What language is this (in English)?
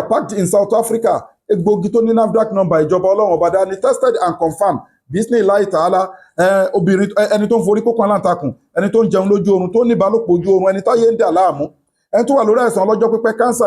Yoruba